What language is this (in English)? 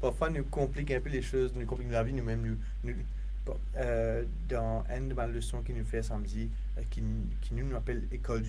Morisyen